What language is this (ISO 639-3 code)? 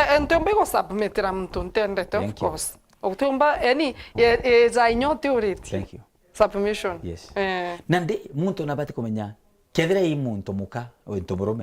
mer